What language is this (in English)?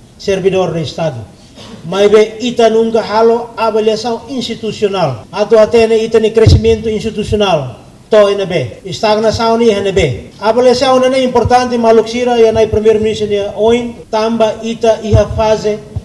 Tetum